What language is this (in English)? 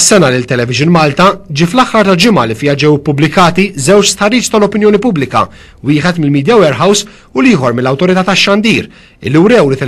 Maltese